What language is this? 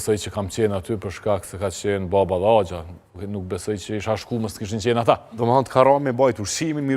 Albanian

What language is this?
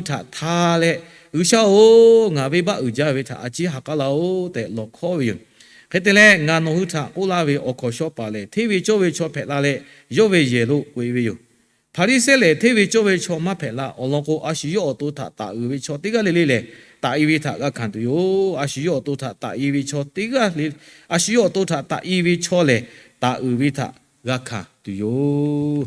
Lahu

